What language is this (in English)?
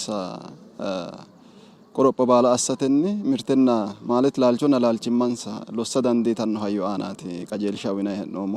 Sidamo